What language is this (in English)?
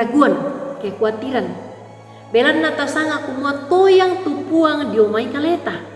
Toraja-Sa'dan